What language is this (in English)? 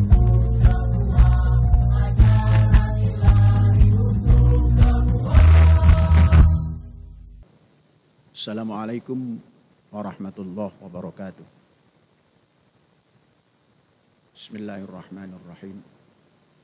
Indonesian